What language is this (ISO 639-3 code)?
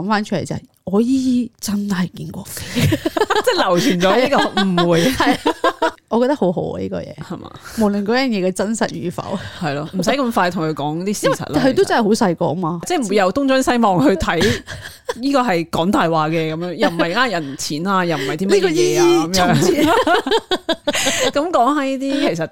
yue